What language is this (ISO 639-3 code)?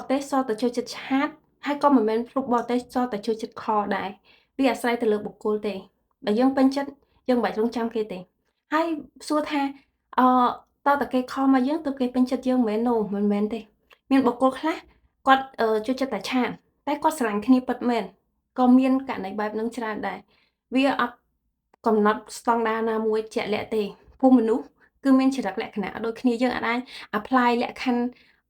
khm